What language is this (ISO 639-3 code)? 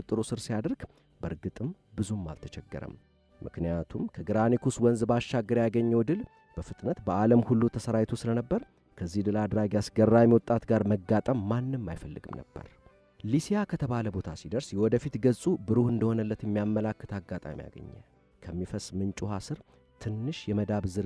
amh